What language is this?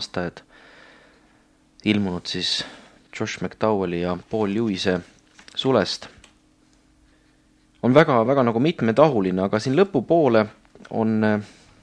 Estonian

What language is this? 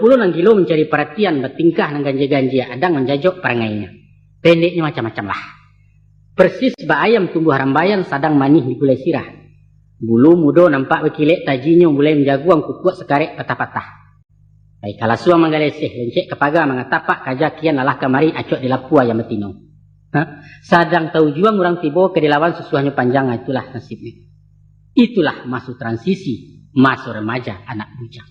Minangkabau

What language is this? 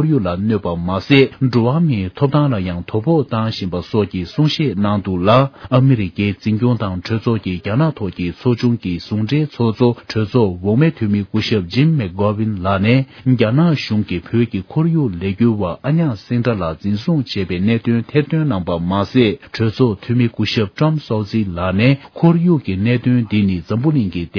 Tibetan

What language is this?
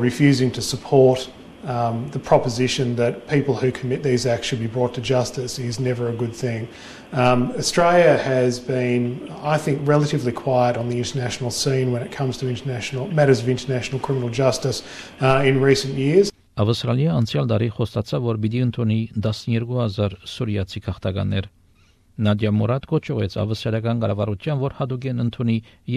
Armenian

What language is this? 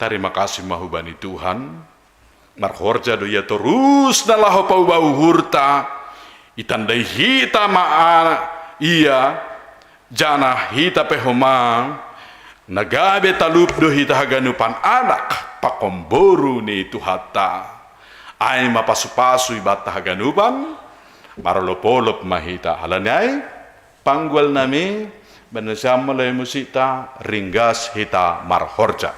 Batak Simalungun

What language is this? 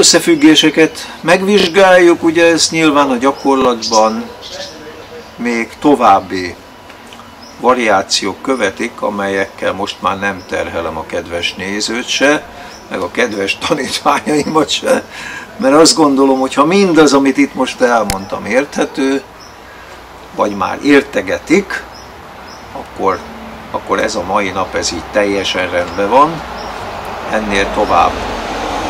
Hungarian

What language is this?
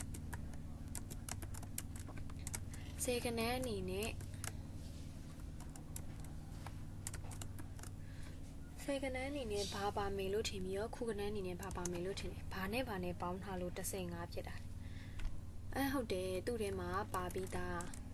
Burmese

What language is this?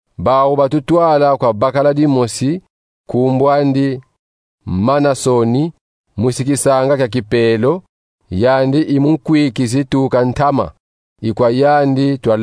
Kongo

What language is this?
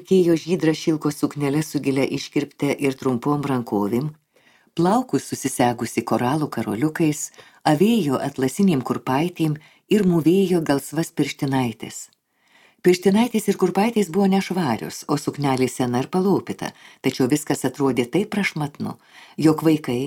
Lithuanian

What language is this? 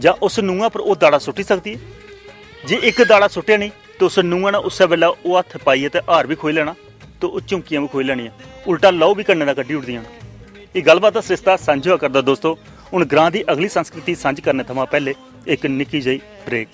Dogri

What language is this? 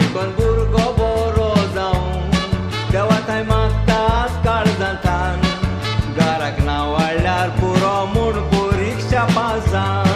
Konkani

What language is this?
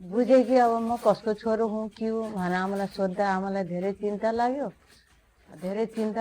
Nepali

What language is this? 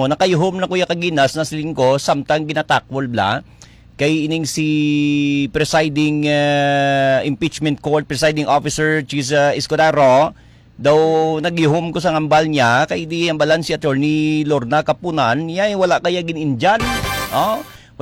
Hiligaynon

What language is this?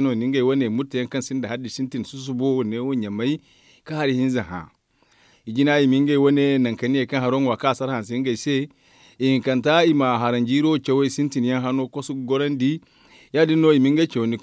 Zarma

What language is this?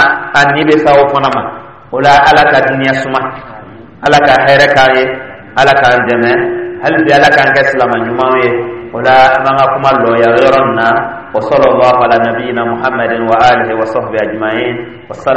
Dyula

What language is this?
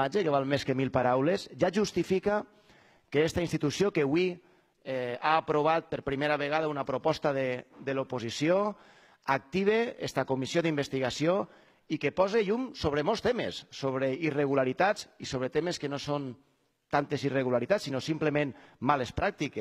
Catalan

